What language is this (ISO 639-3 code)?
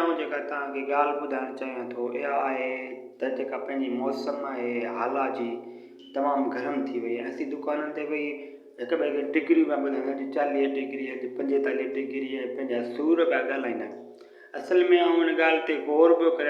snd